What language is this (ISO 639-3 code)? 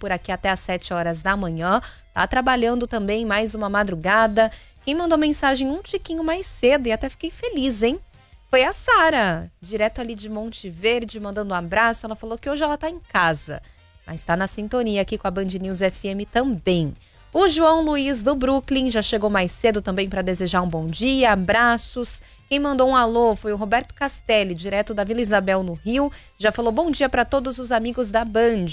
por